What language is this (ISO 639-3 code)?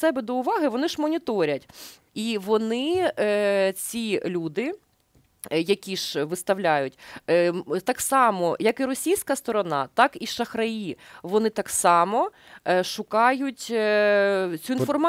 ukr